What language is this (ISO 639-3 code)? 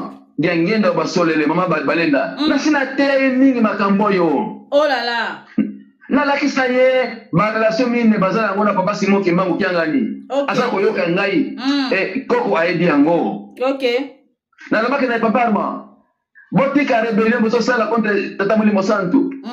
lin